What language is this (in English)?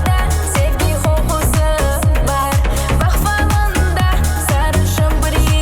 Crimean Tatar